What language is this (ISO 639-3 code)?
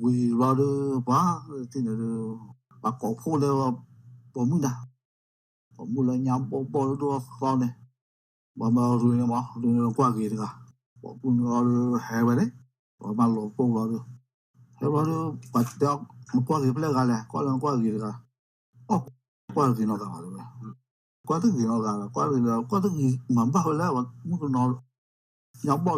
ksw